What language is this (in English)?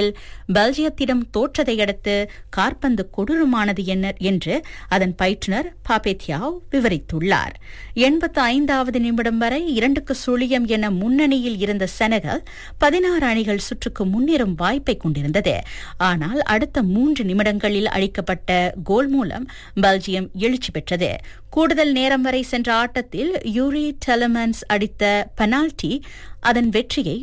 Tamil